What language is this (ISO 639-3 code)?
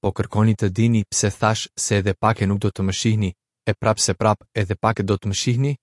sqi